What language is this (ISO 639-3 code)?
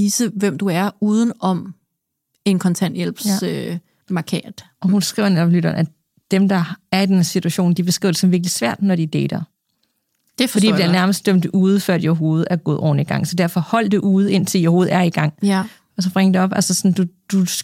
dan